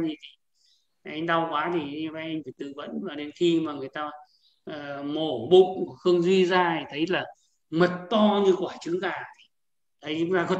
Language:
Vietnamese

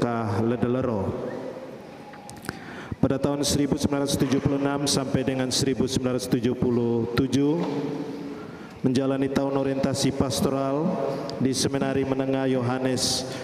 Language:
Indonesian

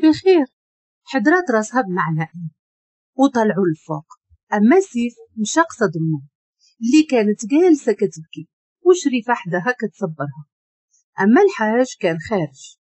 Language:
Moroccan Arabic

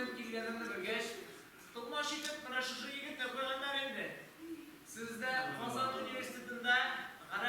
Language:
Tatar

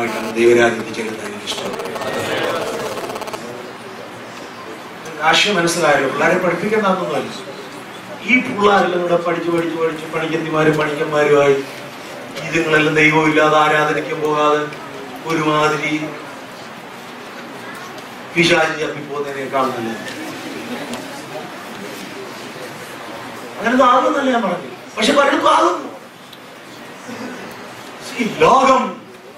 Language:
Malayalam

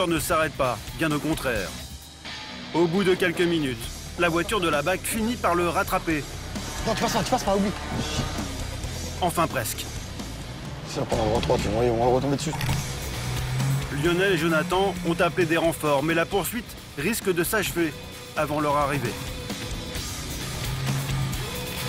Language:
French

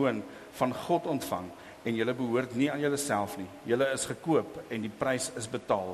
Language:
Afrikaans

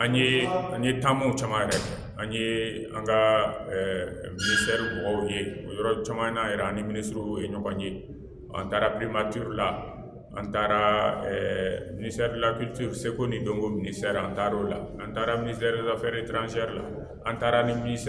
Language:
Bambara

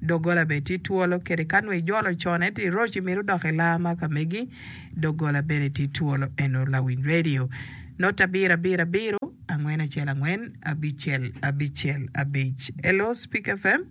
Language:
Acoli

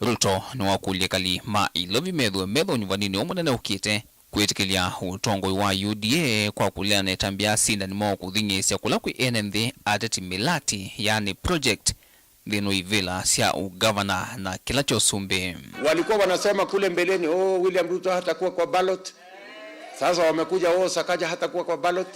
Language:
Kamba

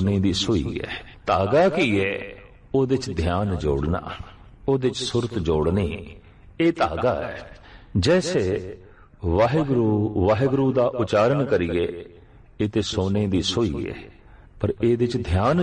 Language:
Punjabi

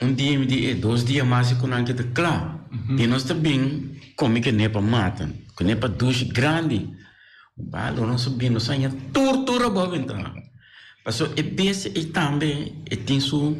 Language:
Papiamento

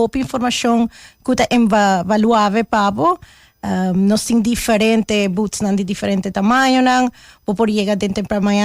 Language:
Papiamento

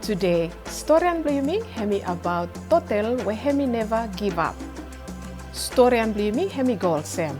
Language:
Bislama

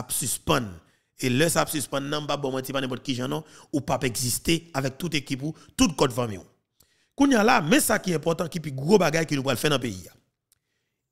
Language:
French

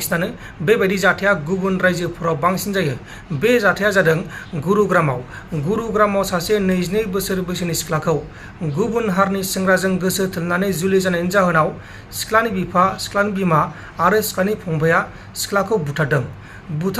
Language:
Bodo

